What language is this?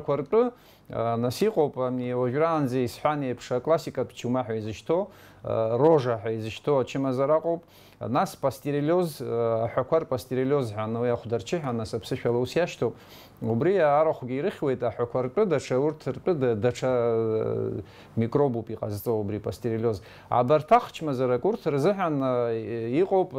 Abkhazian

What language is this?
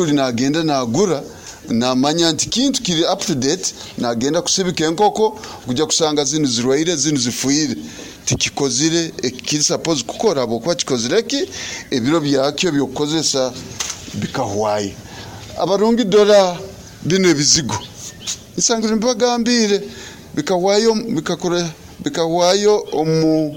Nyoro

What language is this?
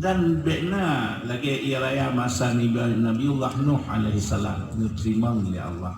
Achinese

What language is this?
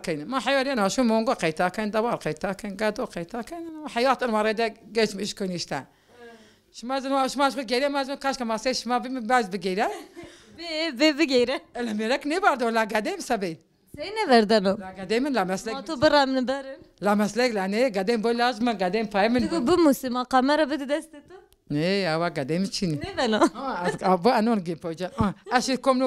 Zaza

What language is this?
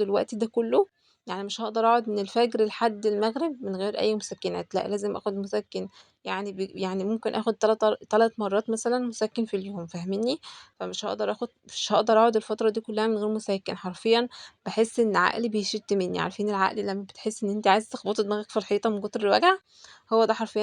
Egyptian Arabic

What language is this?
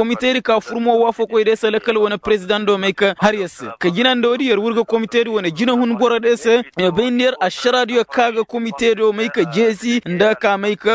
Koyraboro Senni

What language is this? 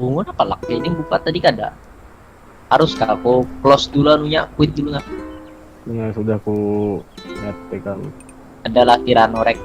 Banjar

